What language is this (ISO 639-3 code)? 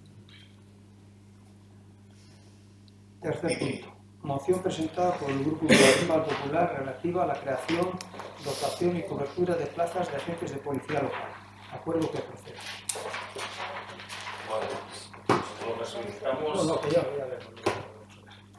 spa